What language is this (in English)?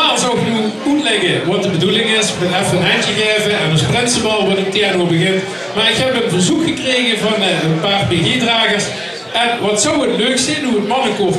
Limburgish